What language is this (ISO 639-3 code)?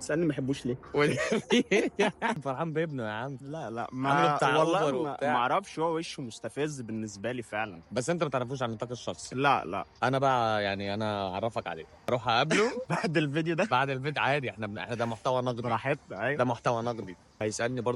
arz